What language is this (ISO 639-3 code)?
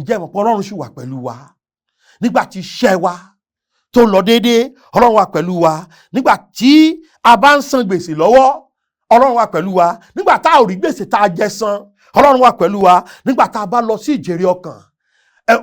yor